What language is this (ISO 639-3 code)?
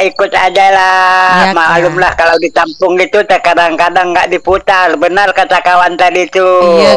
ind